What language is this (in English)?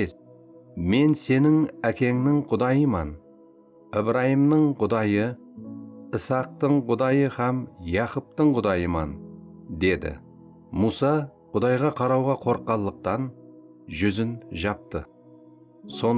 Kara-Kalpak